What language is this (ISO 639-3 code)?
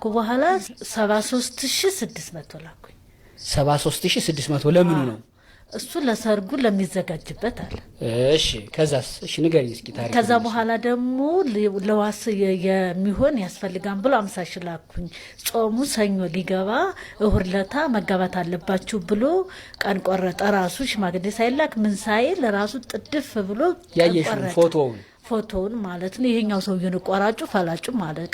amh